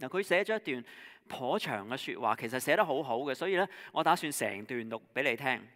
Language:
Cantonese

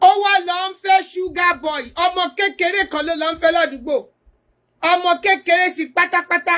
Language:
Yoruba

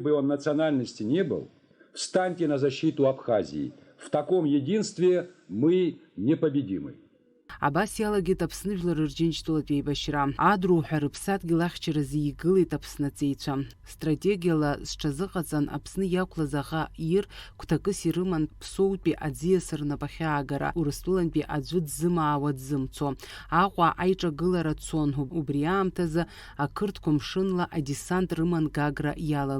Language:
Abkhazian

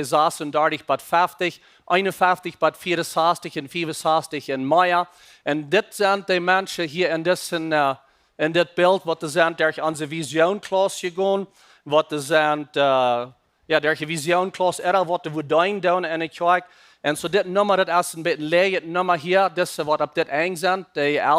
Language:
Plautdietsch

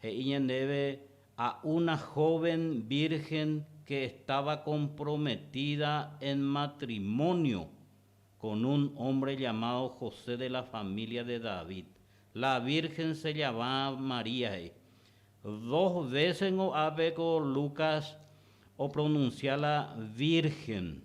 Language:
Guarani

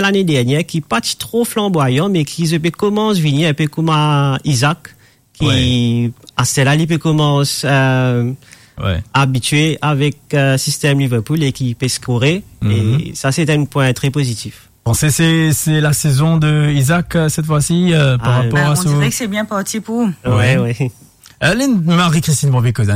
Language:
Morisyen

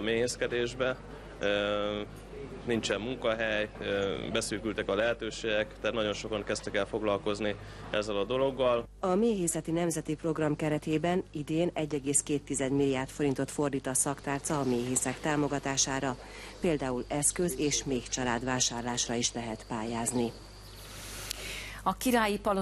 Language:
Hungarian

